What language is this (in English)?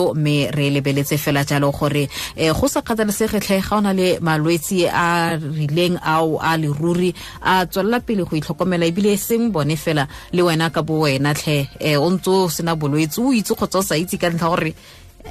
Tswana